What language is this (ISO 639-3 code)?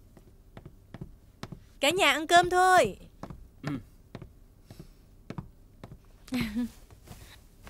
vie